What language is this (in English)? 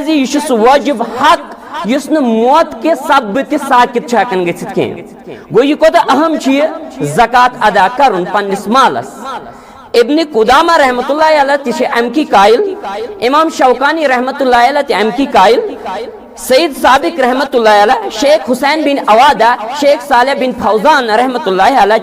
Kashmiri